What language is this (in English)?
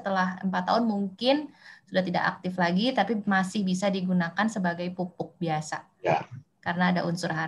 Indonesian